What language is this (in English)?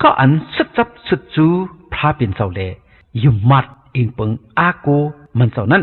Shan